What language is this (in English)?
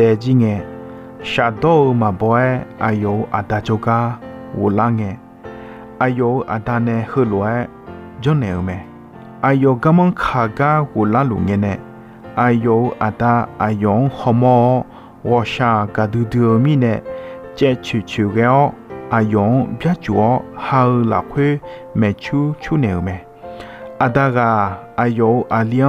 Akha